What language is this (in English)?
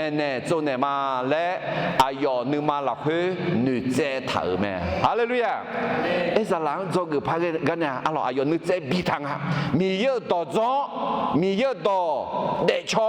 Akha